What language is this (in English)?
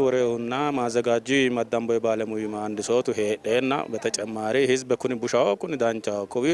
Sidamo